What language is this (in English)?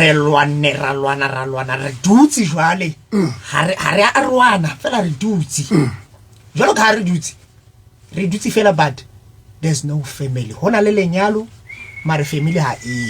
Southern Sotho